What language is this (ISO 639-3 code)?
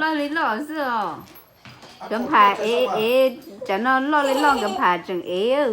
hmn